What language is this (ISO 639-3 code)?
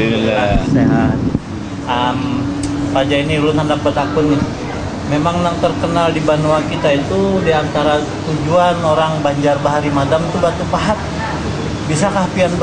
bjn